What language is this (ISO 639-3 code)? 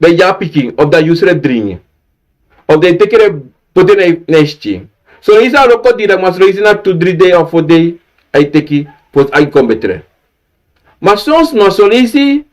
srn